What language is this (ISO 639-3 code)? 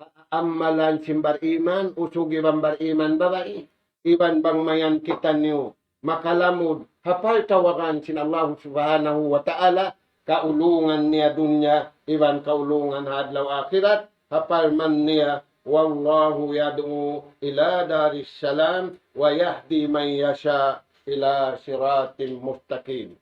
tsg